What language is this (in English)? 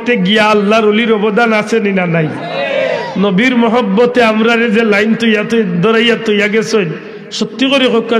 Sylheti